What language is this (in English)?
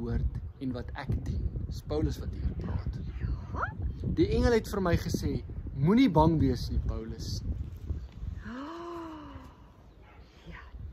Afrikaans